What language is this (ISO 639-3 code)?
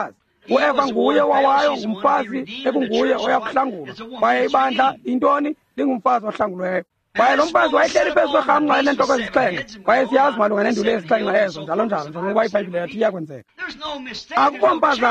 xho